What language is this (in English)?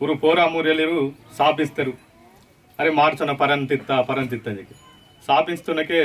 Aheri Gondi